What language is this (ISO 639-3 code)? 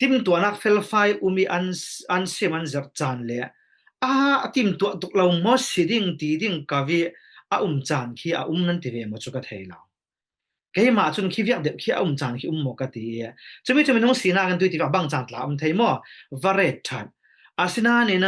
cfm